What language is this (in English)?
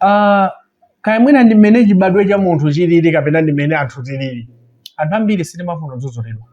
Nyanja